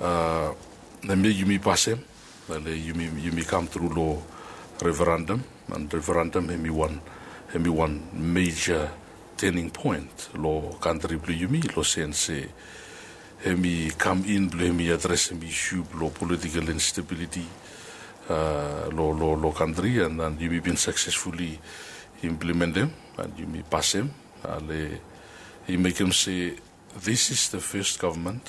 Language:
Bislama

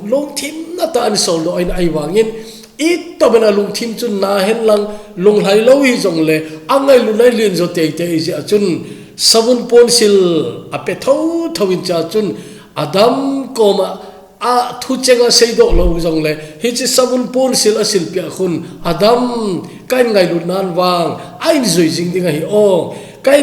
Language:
Thado Chin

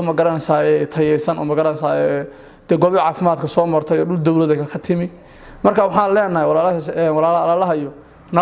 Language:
Somali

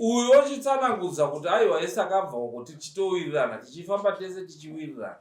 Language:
Shona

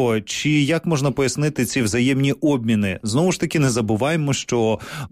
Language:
Ukrainian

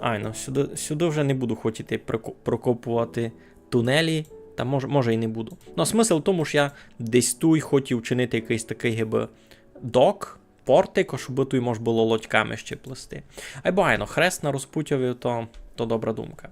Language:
Rusyn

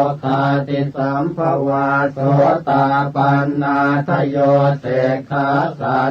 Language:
Pali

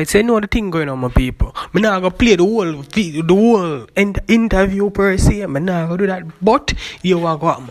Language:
Jamaican Creole English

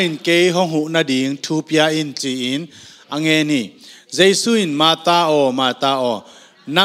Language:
Tedim Chin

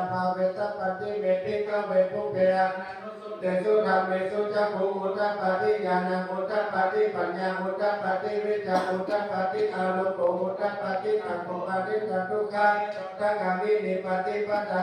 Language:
Pali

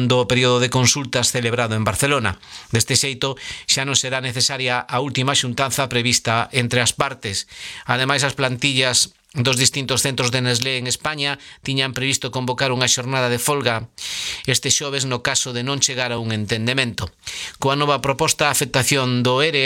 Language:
Galician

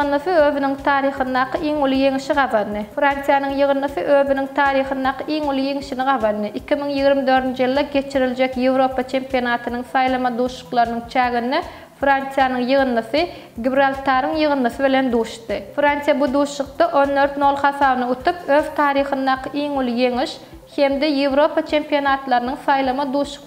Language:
Turkmen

